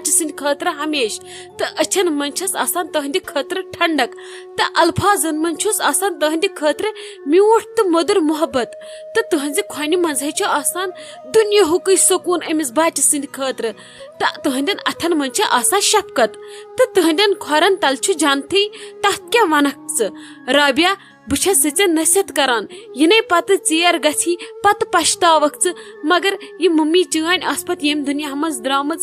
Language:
Kashmiri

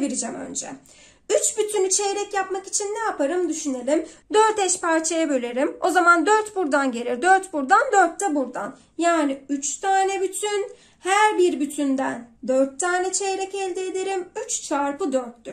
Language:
Turkish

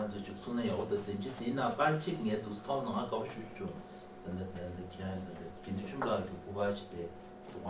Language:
Tibetan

